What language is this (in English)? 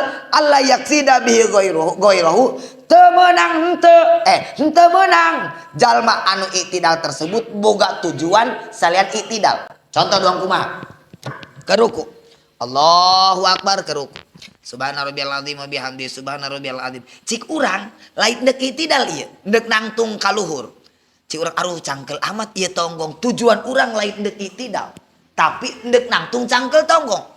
Sundanese